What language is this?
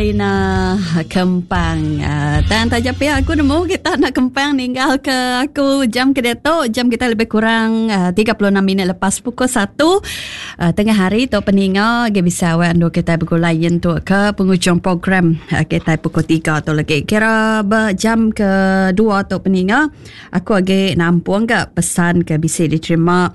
Iban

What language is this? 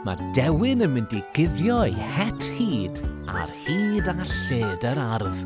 Welsh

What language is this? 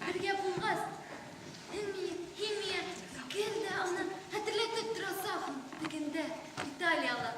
Bashkir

